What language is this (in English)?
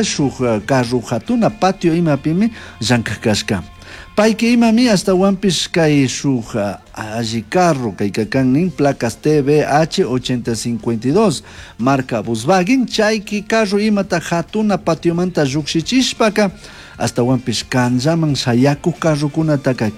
Chimborazo Highland Quichua